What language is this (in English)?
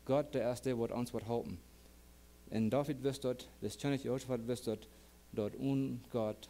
Plautdietsch